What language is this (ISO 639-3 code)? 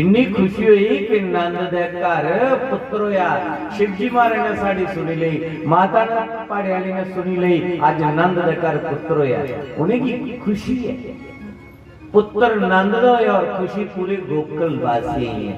doi